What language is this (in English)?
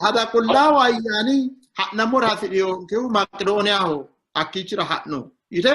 Sidamo